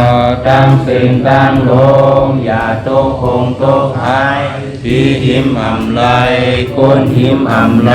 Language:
Shan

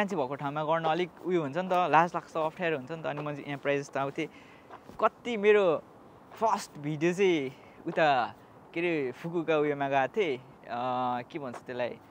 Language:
Nepali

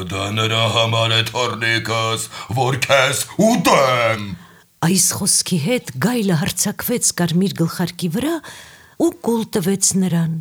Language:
Armenian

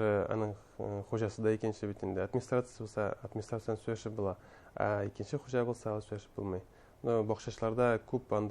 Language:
Bashkir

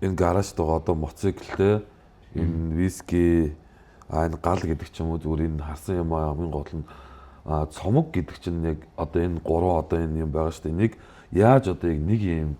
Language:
Mongolian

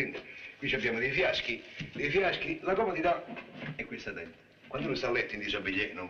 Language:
Italian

